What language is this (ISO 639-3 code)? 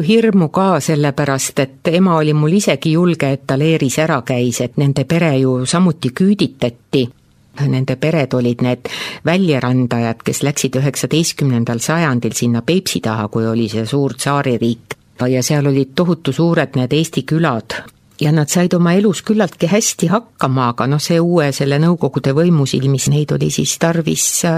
est